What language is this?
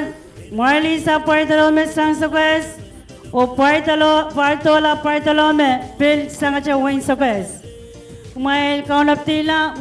Pohnpeian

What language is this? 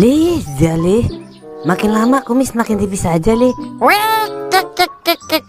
Betawi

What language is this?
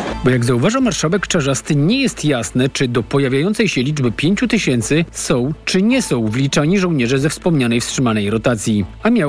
Polish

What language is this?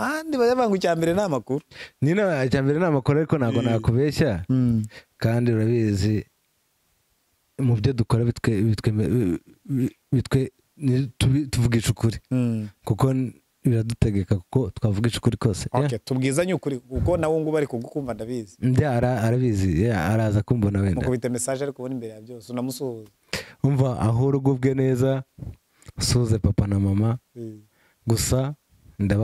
Kinyarwanda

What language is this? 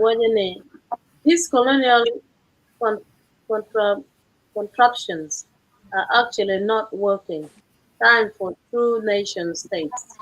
Acoli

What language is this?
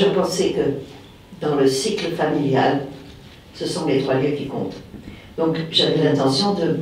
French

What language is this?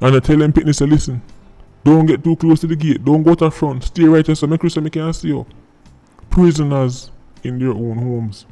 Jamaican Creole English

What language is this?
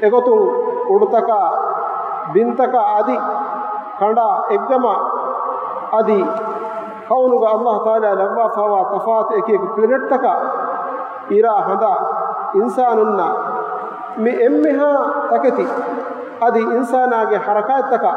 Divehi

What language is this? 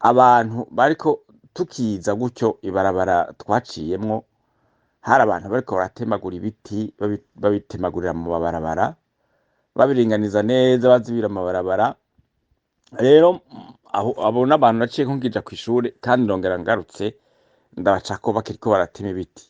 Rundi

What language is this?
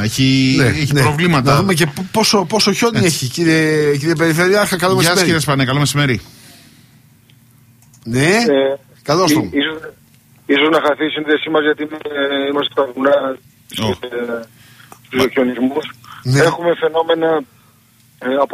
Greek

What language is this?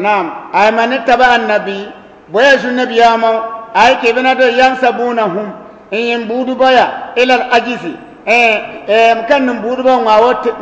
Bissa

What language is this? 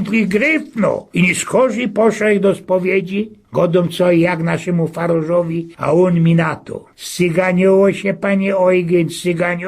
Silesian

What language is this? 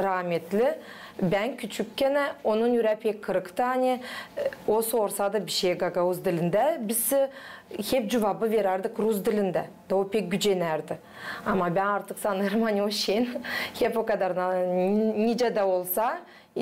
Gagauz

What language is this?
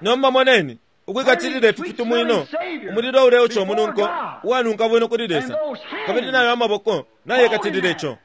Bemba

